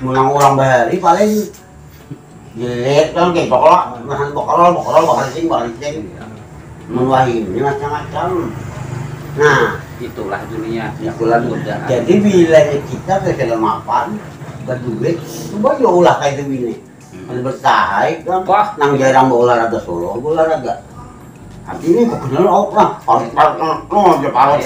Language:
Banjar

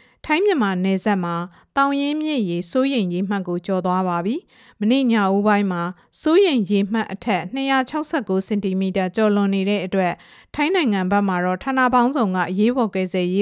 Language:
Burmese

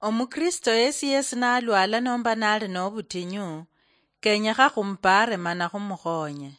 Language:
Luyia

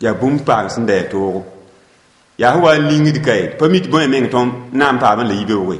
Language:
Mossi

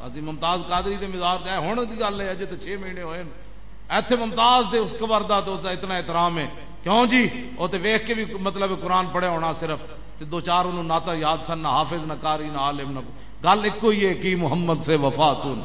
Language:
Western Panjabi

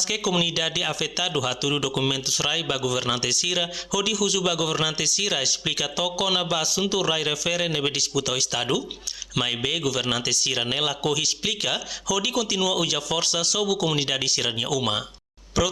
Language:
Tetum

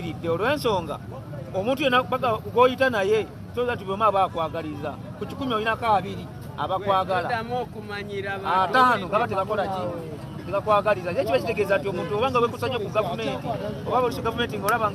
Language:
Ganda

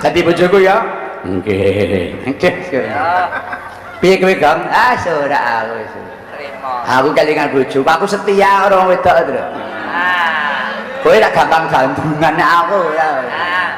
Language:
Javanese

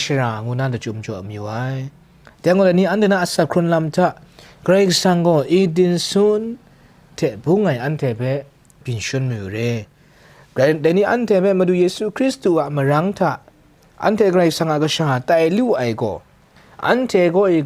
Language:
Kachin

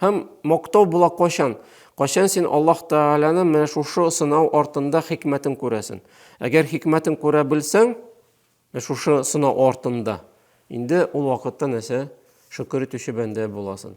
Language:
Tatar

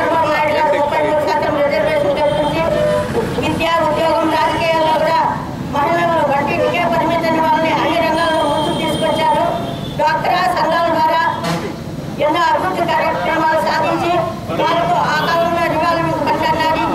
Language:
Telugu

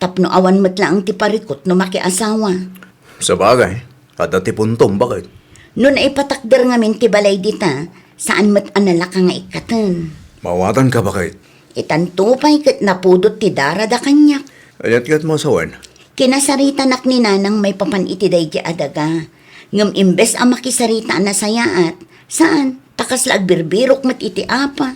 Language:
Iloko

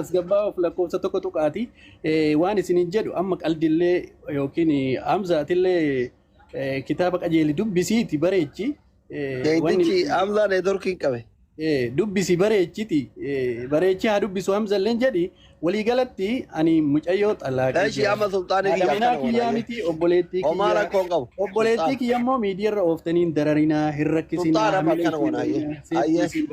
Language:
Oromo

